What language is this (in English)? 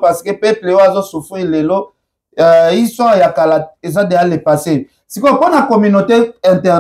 Lingala